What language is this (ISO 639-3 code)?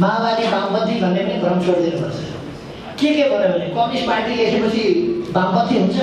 nep